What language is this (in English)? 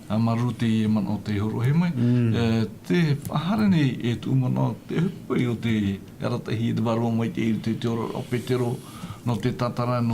Tahitian